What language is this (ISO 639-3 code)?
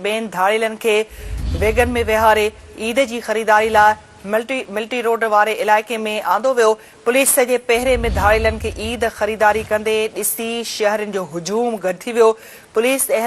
snd